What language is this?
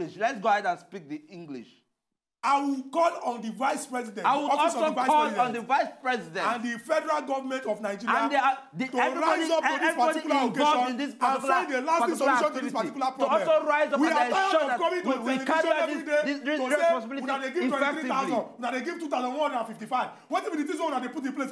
Nigerian Pidgin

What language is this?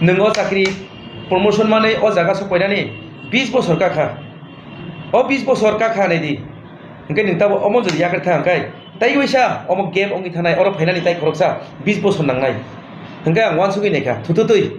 Kok Borok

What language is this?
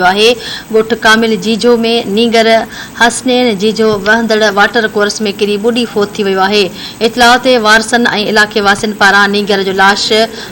Sindhi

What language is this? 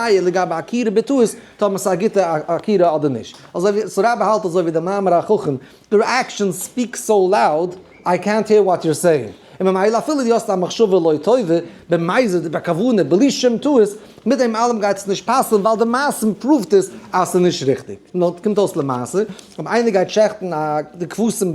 Yiddish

